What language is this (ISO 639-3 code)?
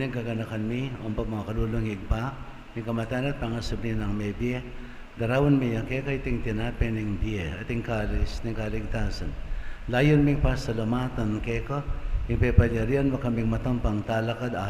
pam